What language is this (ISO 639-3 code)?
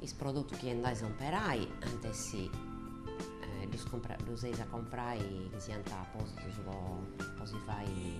srd